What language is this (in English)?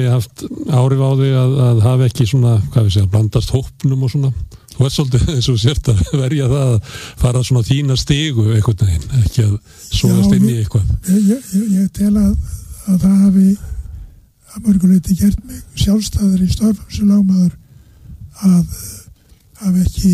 Icelandic